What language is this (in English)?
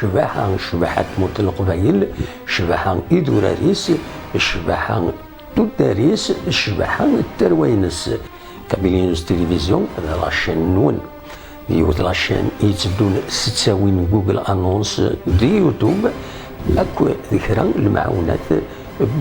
Kabyle